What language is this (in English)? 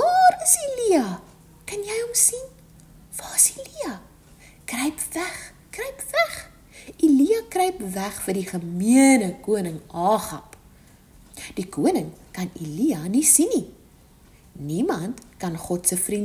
Afrikaans